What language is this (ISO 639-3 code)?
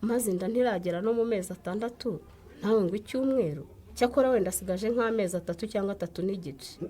kin